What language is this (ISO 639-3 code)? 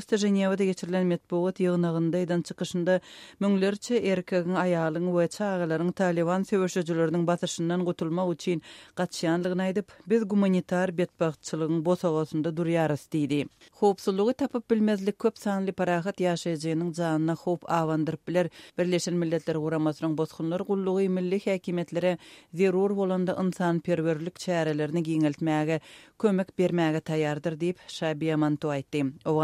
tuk